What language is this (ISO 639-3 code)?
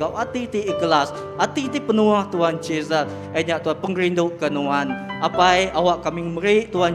iba